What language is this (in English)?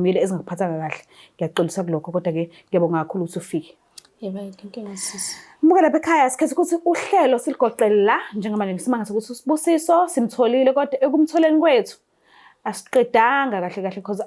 Zulu